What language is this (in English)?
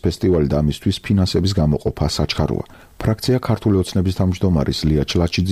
Georgian